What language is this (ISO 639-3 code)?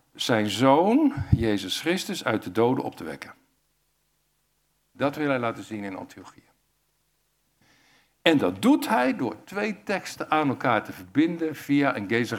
nld